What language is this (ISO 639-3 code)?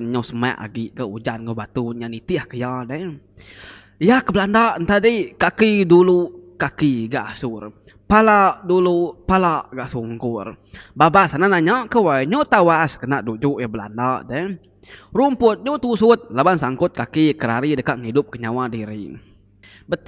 iba